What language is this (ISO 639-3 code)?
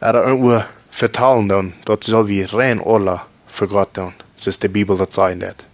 pdt